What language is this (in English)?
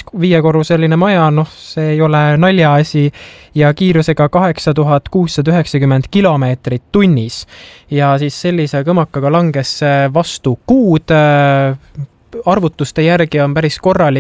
Estonian